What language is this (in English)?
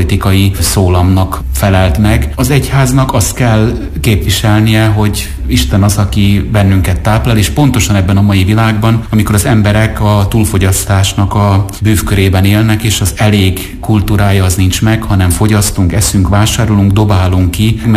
Hungarian